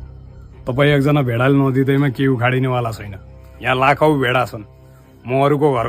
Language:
Nepali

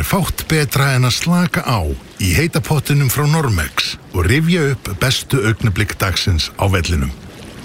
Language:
Icelandic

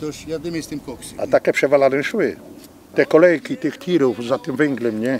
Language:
Silesian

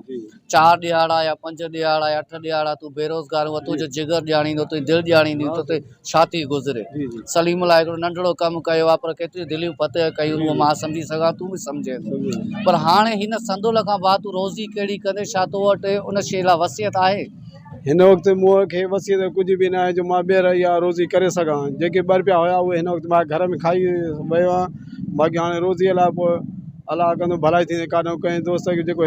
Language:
Sindhi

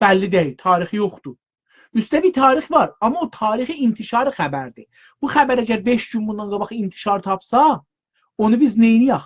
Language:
South Azerbaijani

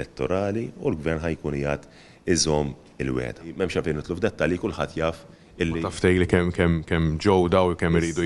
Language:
Maltese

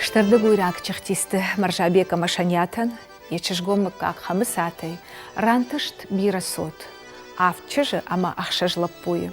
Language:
Ossetic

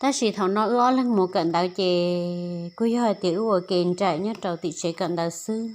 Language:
Hmong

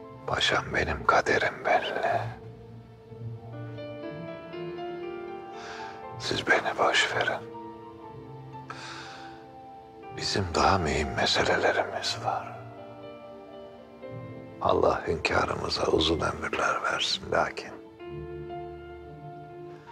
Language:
Turkish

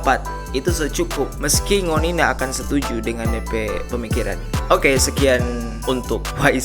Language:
Manado Malay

